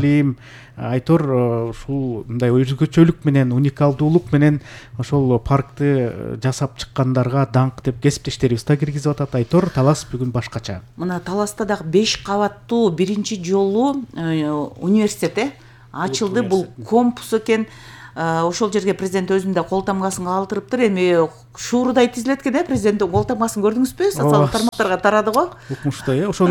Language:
Kyrgyz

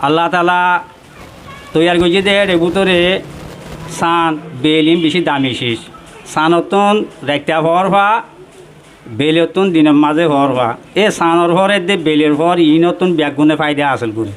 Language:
Rohingya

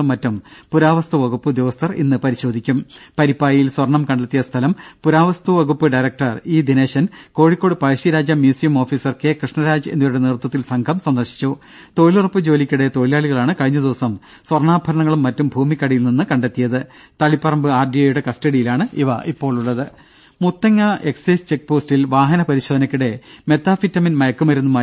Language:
Malayalam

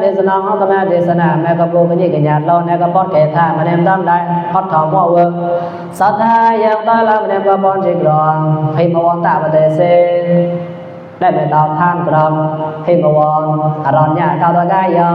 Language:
Mon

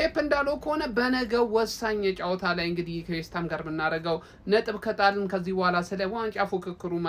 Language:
Amharic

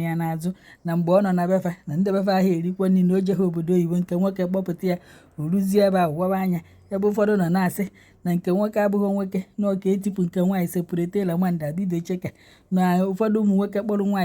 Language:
Igbo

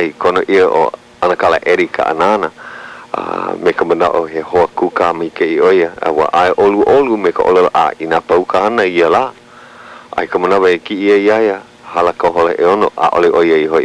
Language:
Hawaiian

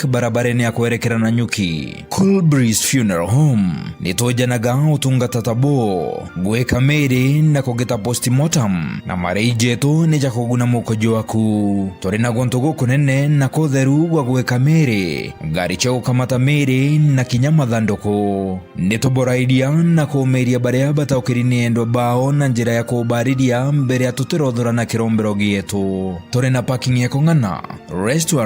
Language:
Meru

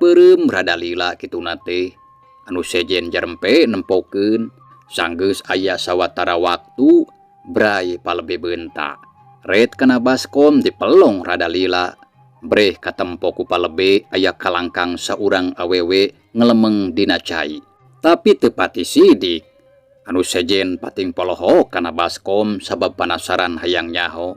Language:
Sundanese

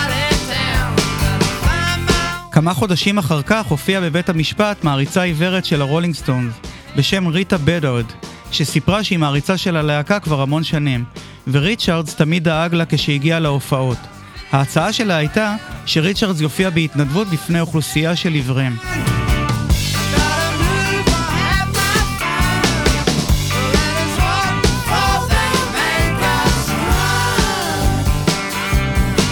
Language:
Hebrew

